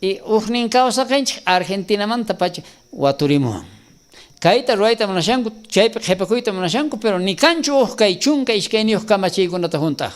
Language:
South Bolivian Quechua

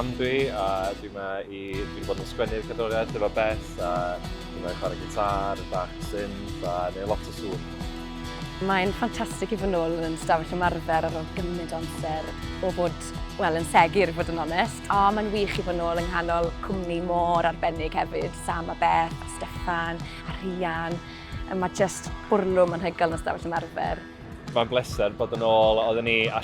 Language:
Welsh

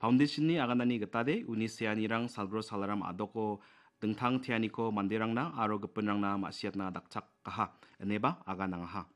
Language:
Garo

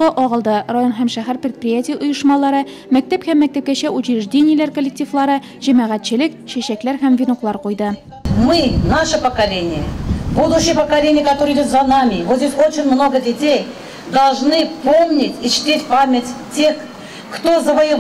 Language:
Tatar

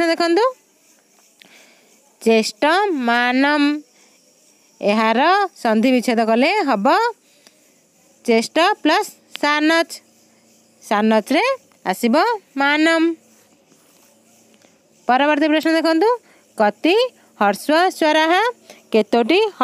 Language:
Odia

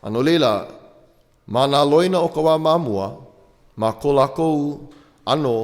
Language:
Hawaiian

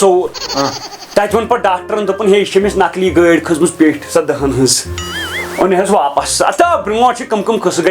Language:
Kashmiri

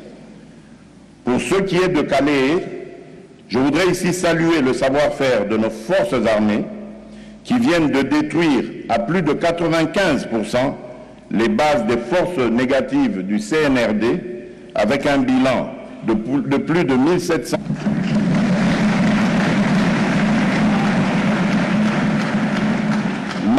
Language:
French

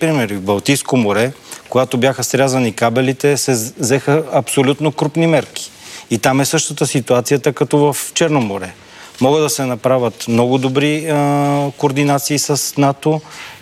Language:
Bulgarian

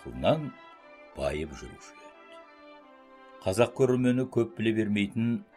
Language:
Kazakh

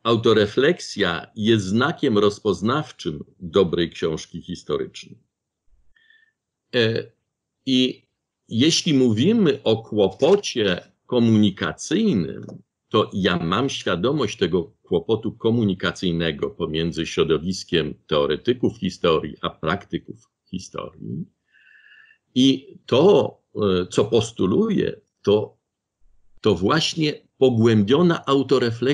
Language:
Polish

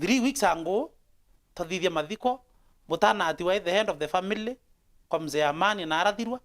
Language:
Meru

